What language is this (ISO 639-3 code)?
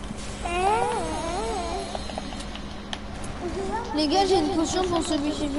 fra